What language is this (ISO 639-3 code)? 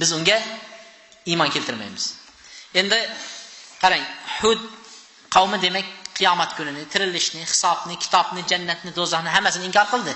uzb